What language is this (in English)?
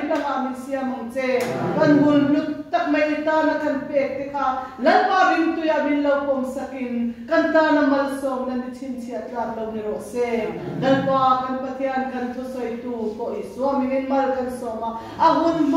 Mizo